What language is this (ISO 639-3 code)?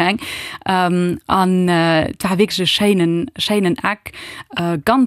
ltz